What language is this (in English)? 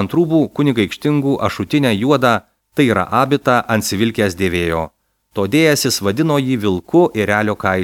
Lithuanian